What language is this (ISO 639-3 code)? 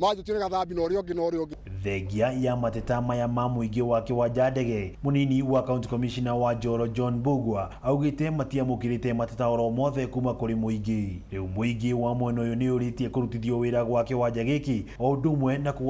kik